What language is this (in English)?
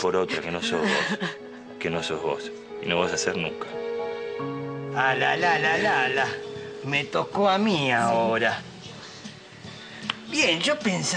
Spanish